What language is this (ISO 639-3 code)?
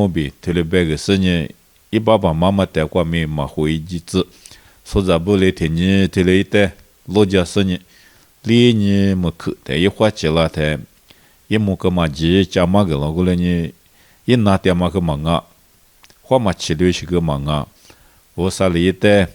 lis